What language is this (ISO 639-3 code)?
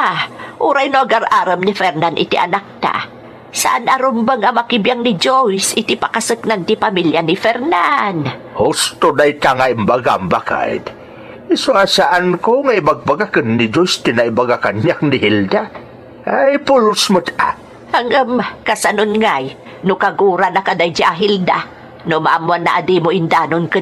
ilo